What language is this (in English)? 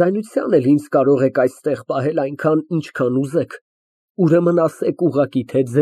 Armenian